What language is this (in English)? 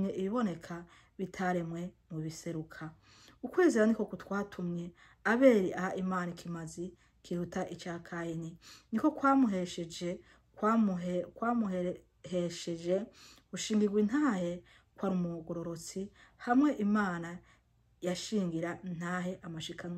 Rundi